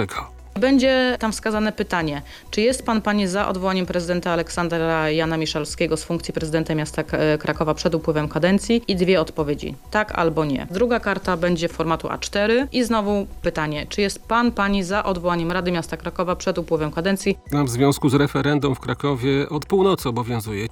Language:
Polish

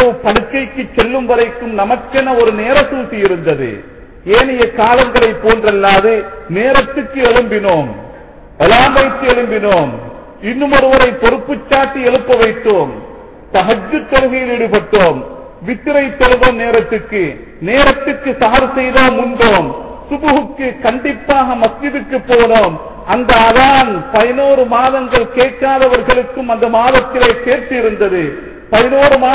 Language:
Tamil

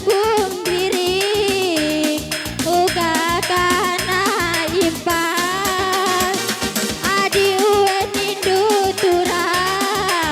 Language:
Batak Karo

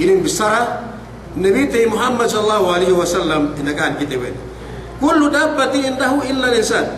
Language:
Yakan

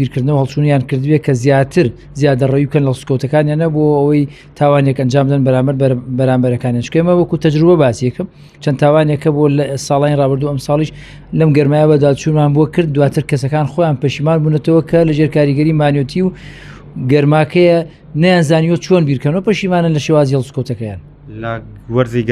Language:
Central Kurdish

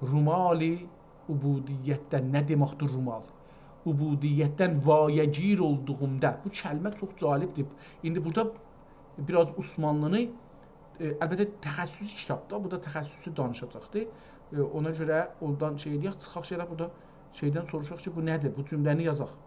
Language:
South Azerbaijani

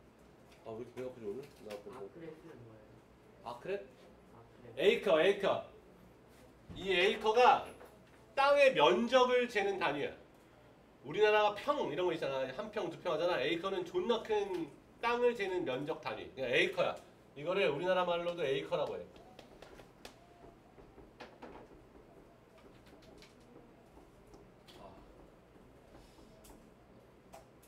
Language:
Korean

